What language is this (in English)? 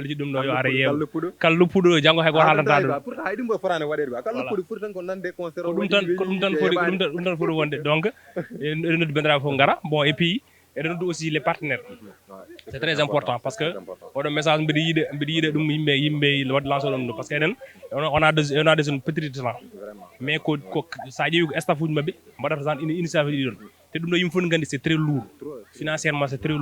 Fula